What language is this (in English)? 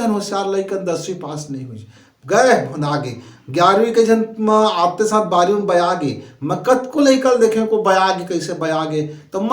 Chhattisgarhi